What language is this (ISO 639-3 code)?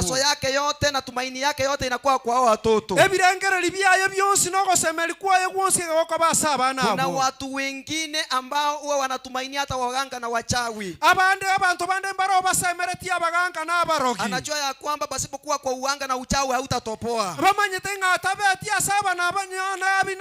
guz